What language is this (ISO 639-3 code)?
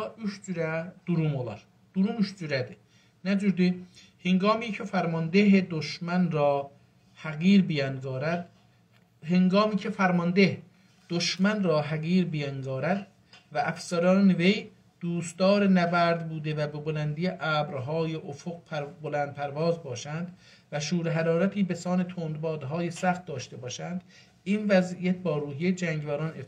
azb